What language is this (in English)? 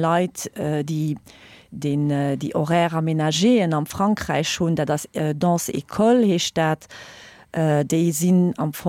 Luxembourgish